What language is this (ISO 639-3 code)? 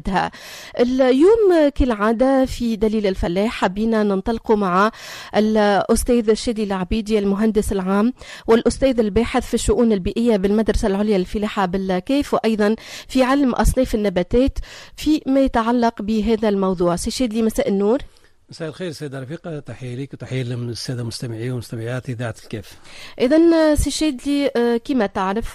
aeb